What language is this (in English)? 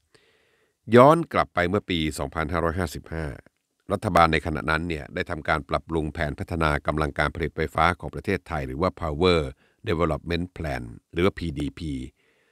Thai